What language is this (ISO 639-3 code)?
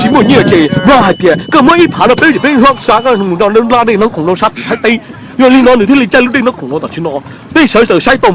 hmn